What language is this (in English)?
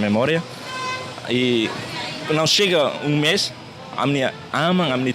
Tetum